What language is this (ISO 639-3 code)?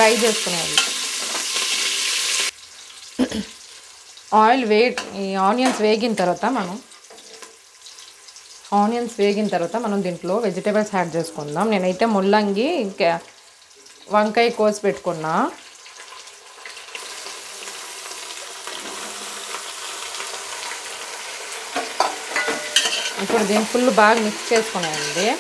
tel